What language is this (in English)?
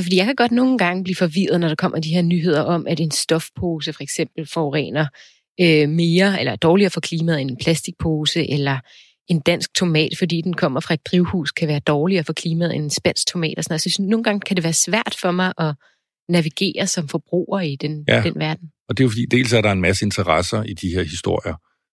Danish